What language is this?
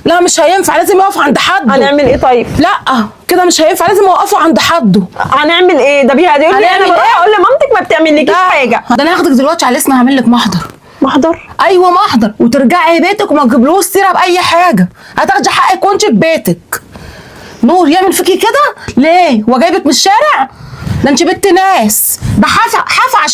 Egyptian Arabic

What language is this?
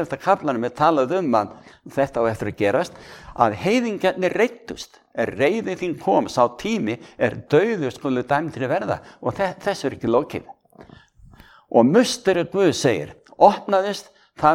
Icelandic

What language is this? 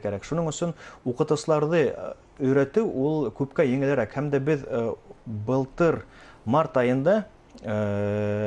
Bashkir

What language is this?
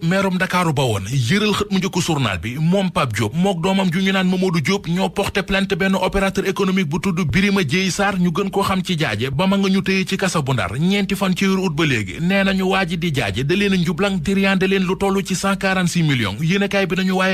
Wolof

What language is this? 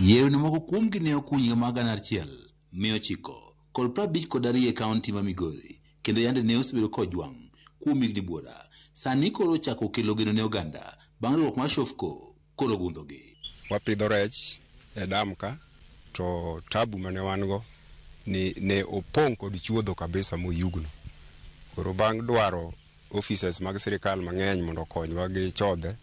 Luo (Kenya and Tanzania)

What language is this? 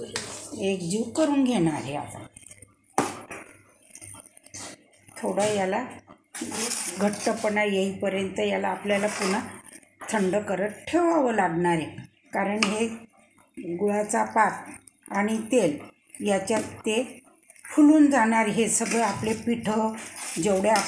Marathi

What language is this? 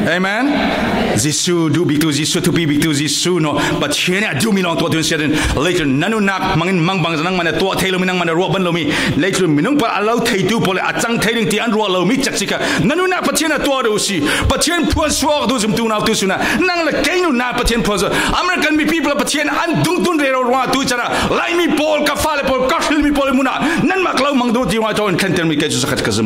Falam Chin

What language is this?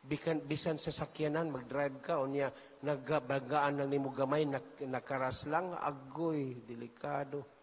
Cebuano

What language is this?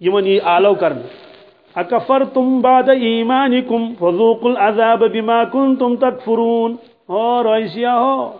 Kashmiri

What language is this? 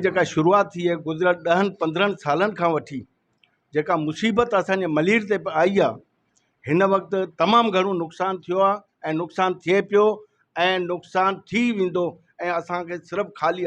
Sindhi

